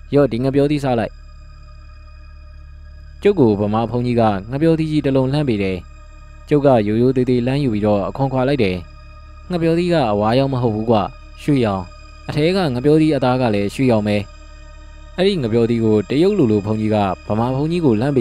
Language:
Burmese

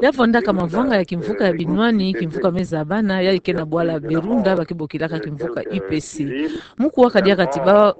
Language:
Kituba (Democratic Republic of Congo)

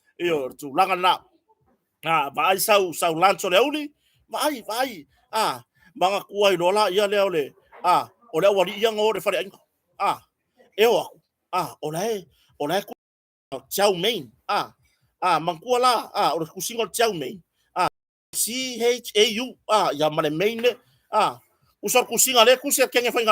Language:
Samoan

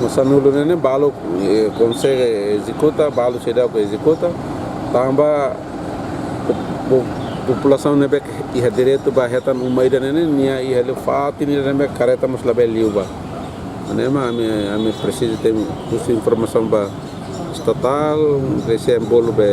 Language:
Tetum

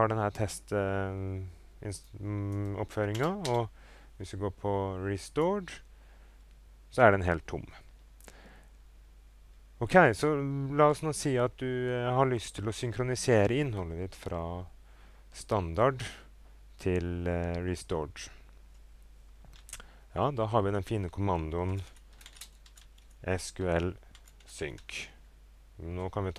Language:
Norwegian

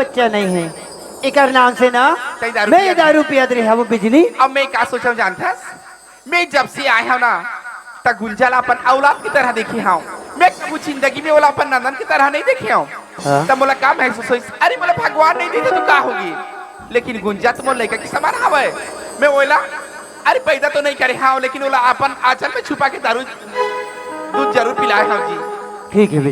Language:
Chhattisgarhi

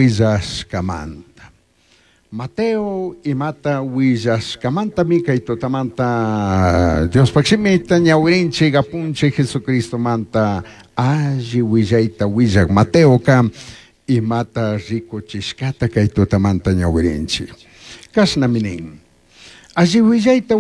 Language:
Chimborazo Highland Quichua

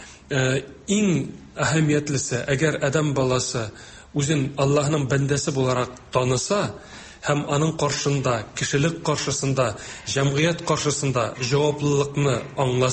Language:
Tatar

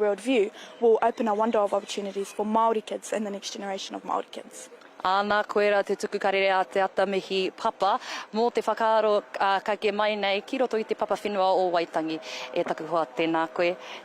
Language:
Māori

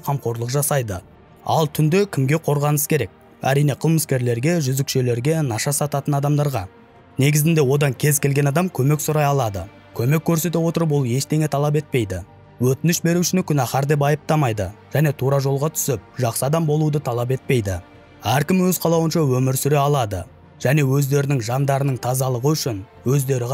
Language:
Kazakh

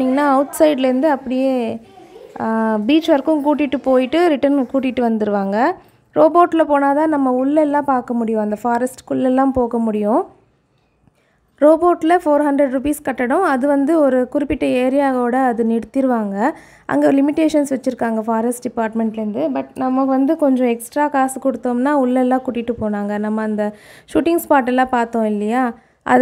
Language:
Tamil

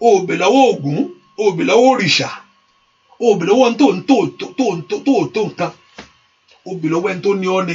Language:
Yoruba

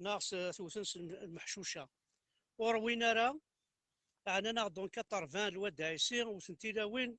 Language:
Kabyle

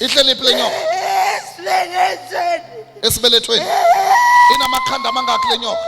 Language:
Zulu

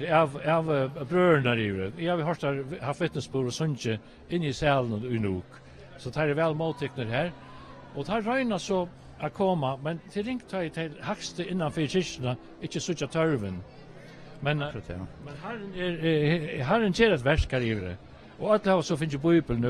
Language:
Faroese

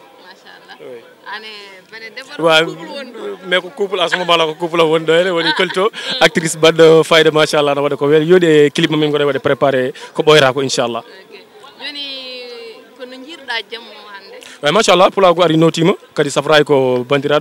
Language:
Fula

